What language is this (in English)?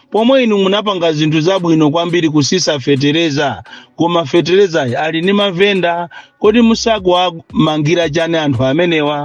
Nyanja